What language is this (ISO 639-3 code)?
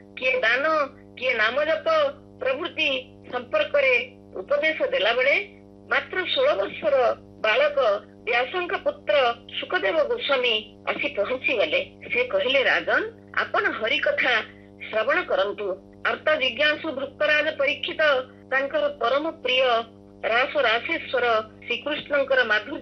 ori